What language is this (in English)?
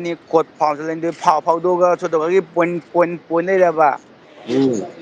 Manipuri